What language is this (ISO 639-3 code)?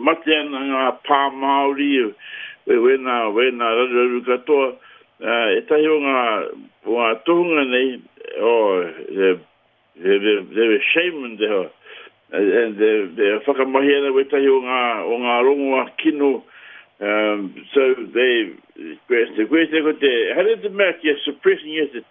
mri